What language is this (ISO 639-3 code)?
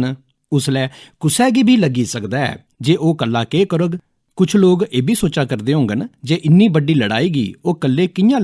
doi